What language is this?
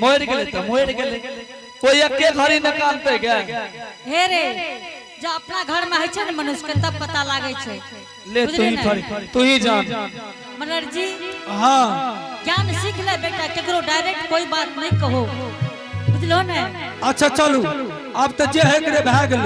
Angika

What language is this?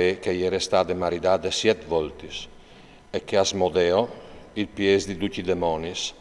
Friulian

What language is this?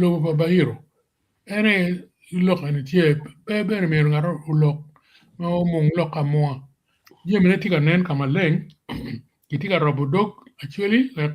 Acoli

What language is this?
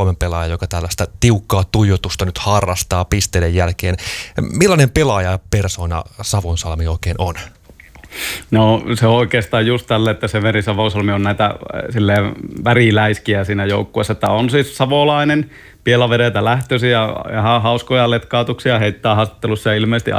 Finnish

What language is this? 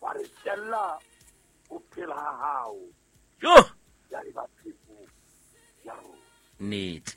Southern Sotho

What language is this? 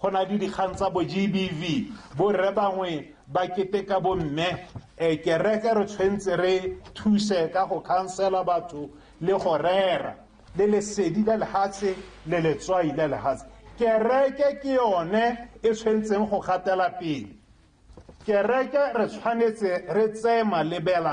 Tswana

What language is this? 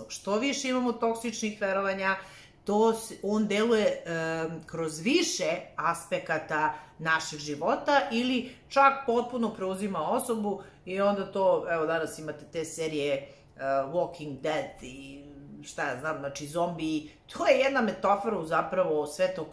Serbian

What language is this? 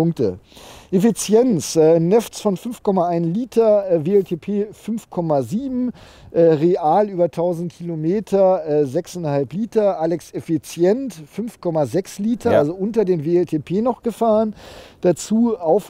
German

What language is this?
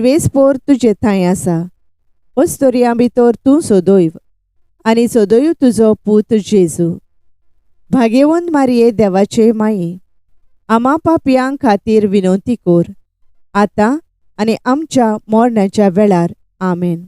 Konkani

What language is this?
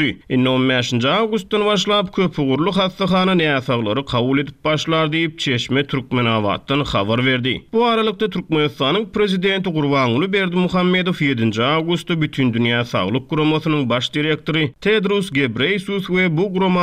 Turkmen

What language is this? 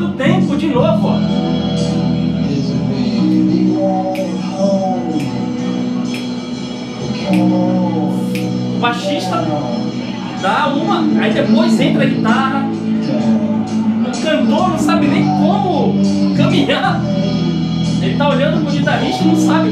Portuguese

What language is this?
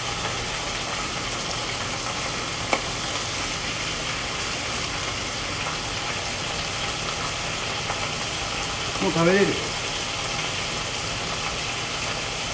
Japanese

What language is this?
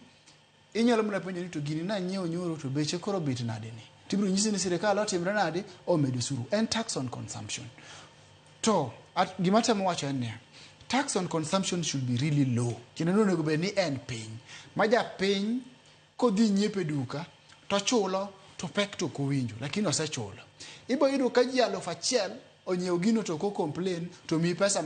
Luo (Kenya and Tanzania)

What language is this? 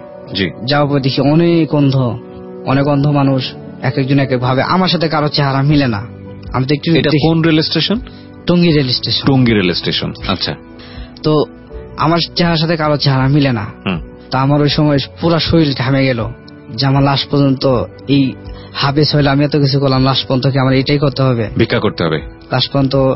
Bangla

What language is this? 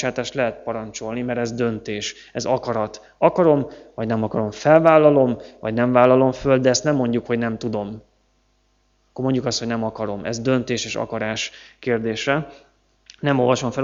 Hungarian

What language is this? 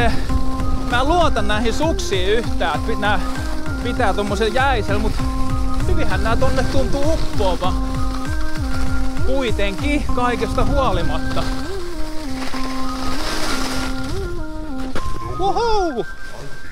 Finnish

